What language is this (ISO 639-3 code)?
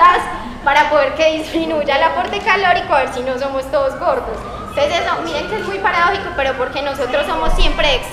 spa